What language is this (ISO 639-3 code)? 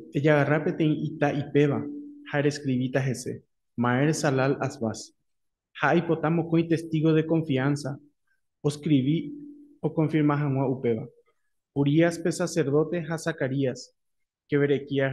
grn